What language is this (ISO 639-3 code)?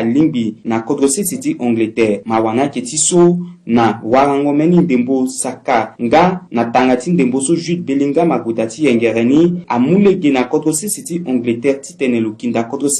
sag